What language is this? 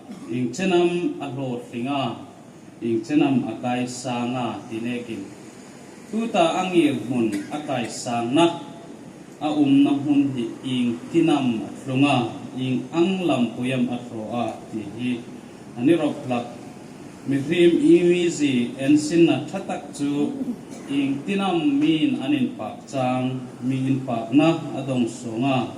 Hmar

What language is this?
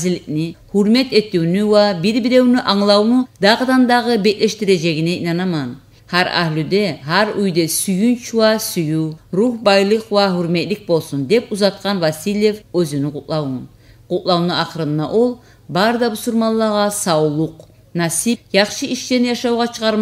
Kumyk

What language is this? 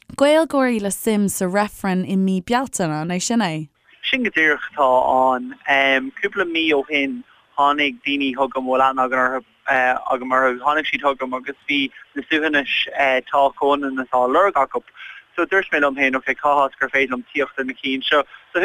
Irish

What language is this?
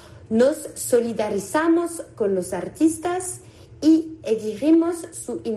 Spanish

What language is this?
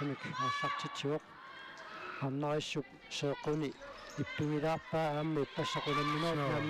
Kalaallisut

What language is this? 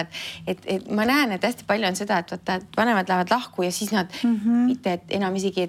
Estonian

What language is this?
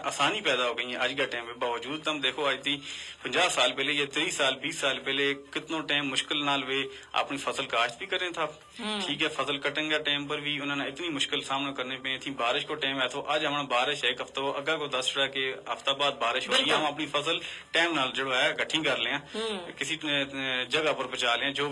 Gujari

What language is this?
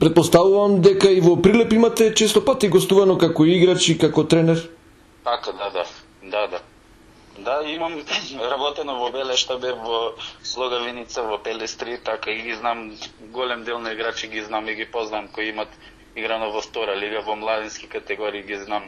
Macedonian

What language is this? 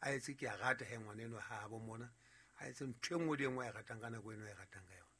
Southern Sotho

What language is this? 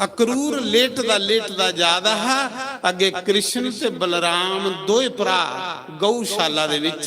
Dogri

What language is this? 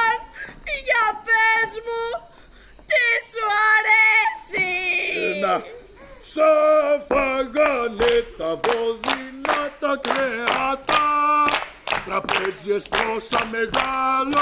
Greek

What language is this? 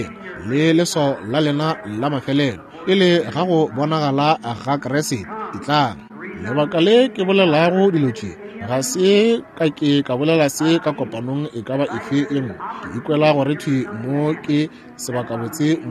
Northern Sotho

